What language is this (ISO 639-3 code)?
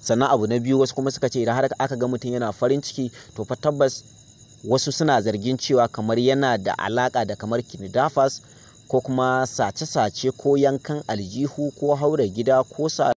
hau